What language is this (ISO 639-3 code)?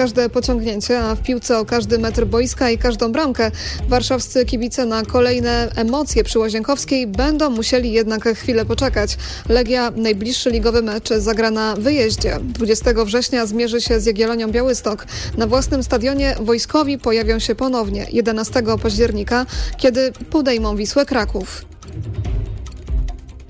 pol